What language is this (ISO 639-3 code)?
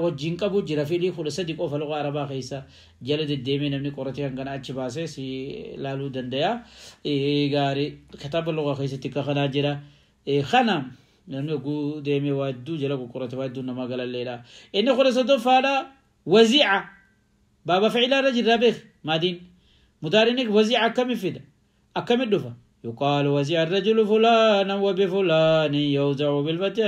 orm